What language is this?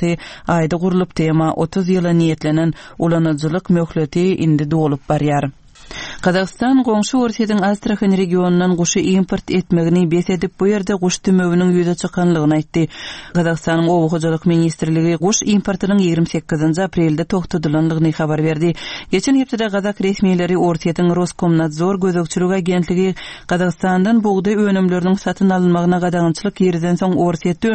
Turkmen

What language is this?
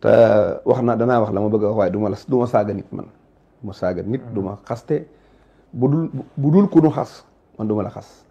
Wolof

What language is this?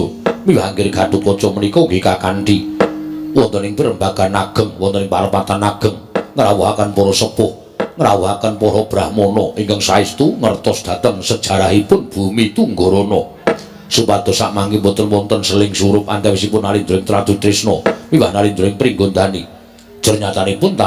Javanese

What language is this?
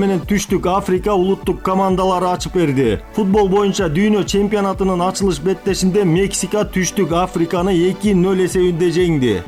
Kyrgyz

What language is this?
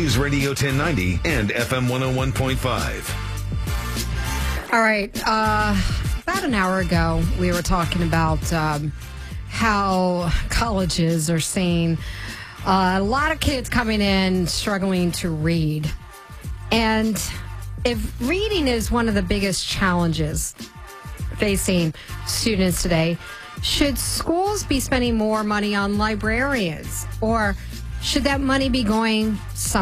English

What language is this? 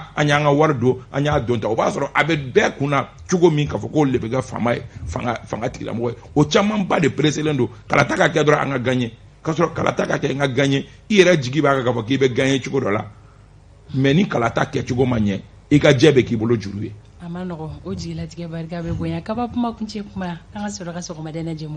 Bambara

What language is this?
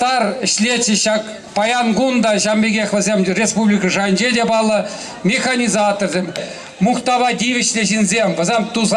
Chuvash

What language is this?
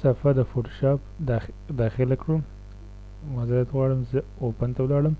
Pashto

